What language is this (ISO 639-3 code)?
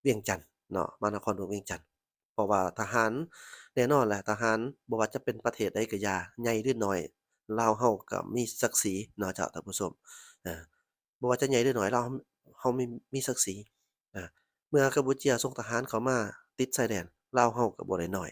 lao